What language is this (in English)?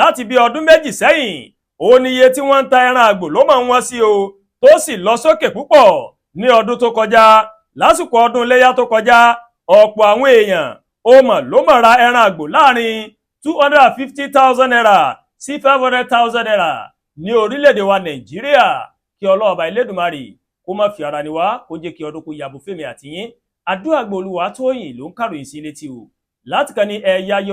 Yoruba